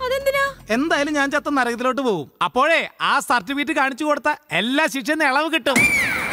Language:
Malayalam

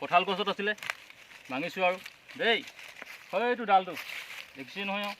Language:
Assamese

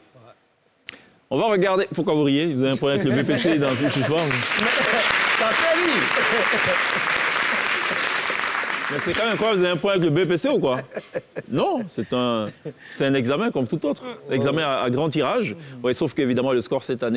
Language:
French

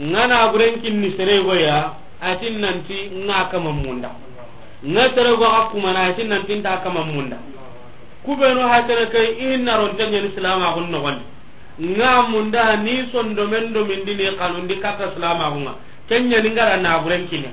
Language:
Soninke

